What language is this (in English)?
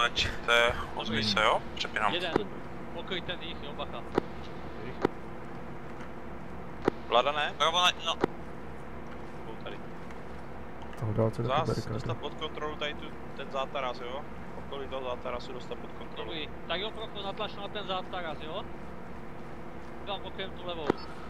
Czech